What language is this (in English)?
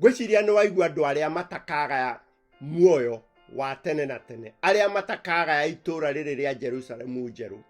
Kikuyu